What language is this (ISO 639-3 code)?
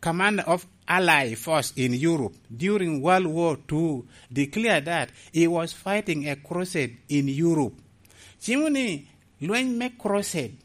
laj